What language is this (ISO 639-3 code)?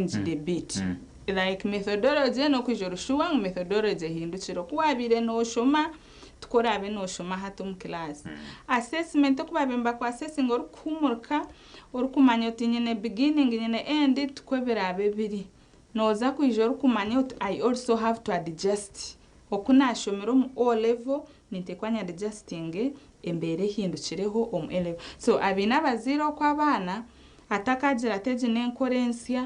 nyn